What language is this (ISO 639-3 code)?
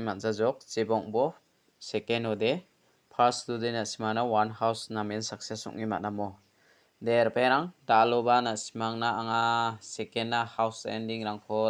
grt